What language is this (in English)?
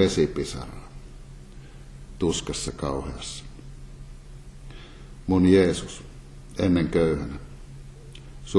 Finnish